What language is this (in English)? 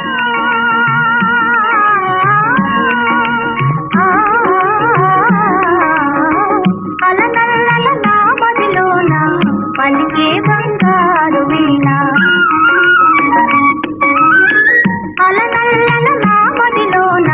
Telugu